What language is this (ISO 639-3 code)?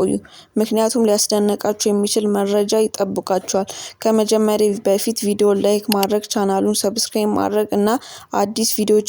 amh